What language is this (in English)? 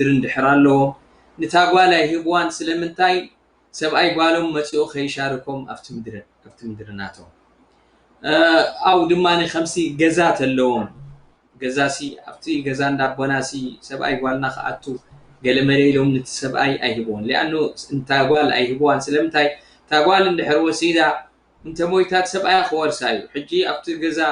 Tigrinya